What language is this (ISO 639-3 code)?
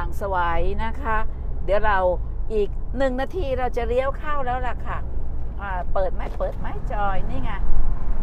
tha